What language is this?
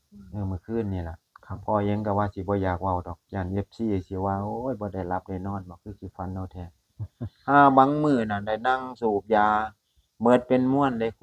Northeastern Thai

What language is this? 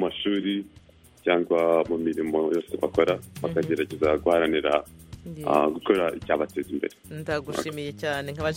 Kinyarwanda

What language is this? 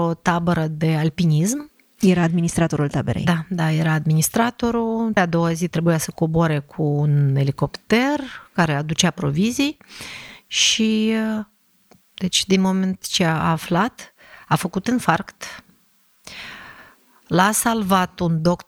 Romanian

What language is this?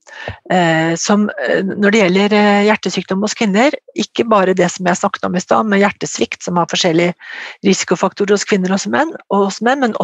Norwegian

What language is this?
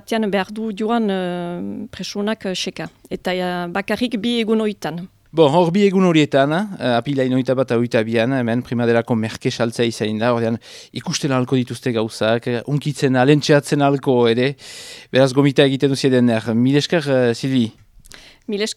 Basque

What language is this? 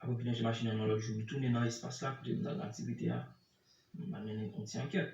Haitian Creole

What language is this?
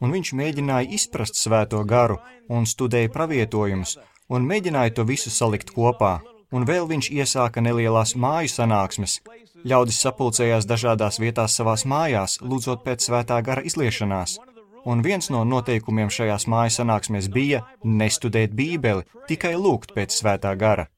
Latvian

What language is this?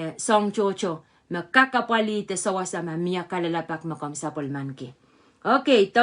Pohnpeian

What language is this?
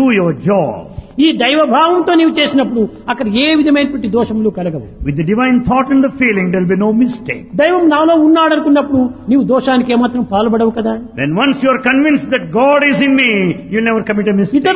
Telugu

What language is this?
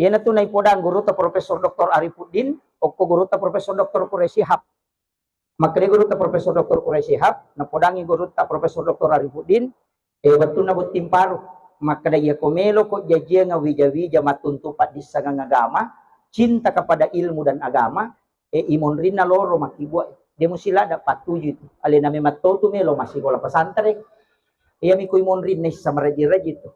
Buginese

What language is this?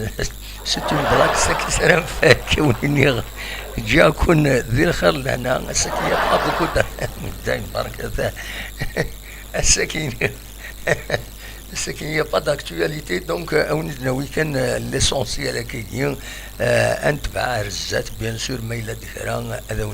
Kabyle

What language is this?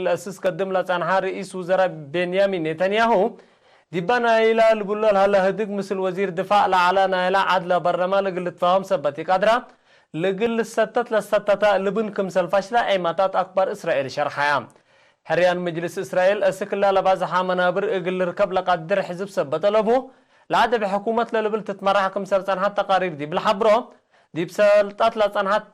Tigre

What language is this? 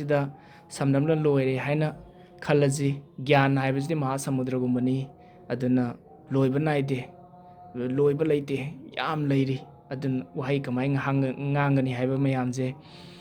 Manipuri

